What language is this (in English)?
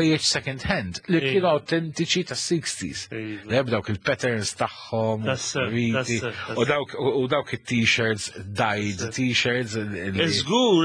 Maltese